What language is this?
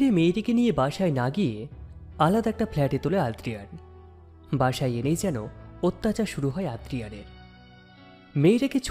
Bangla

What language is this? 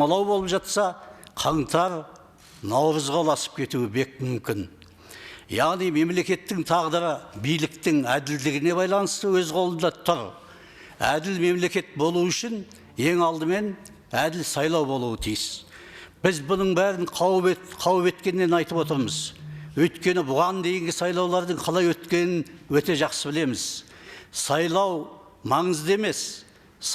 Kazakh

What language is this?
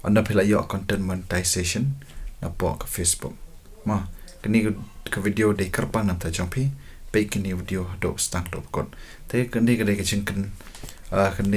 Khasi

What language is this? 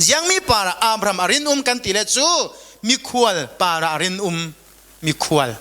Falam Chin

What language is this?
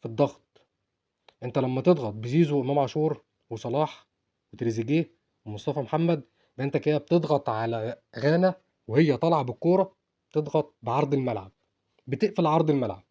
Egyptian Arabic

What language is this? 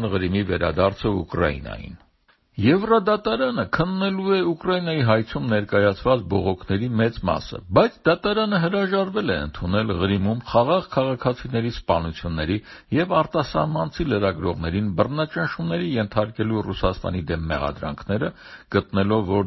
Armenian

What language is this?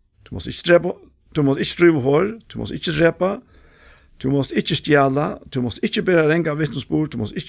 Faroese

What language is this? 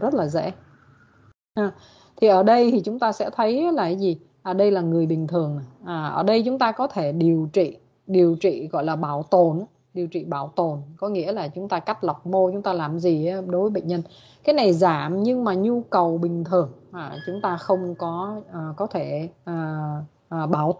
Vietnamese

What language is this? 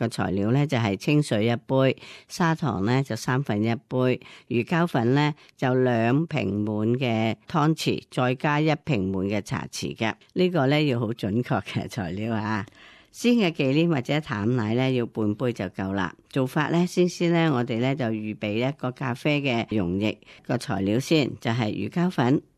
Cantonese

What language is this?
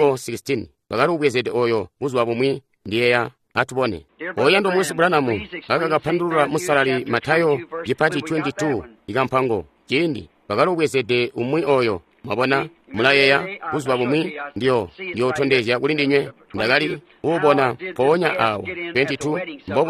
Tonga (Zambia)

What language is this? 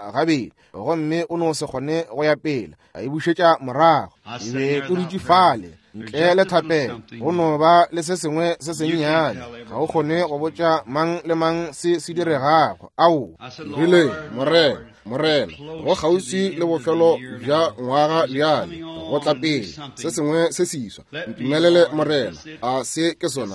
Northern Sotho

